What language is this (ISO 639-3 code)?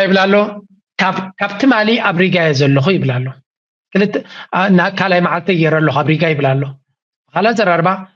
tir